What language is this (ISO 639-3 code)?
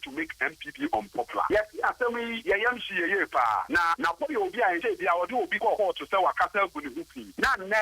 aka